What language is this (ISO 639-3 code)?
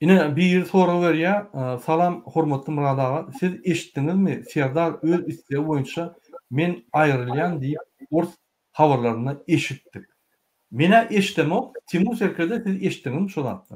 tuk